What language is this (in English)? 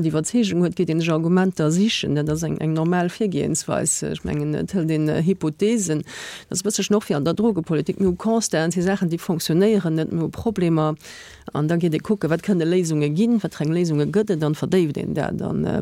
Luxembourgish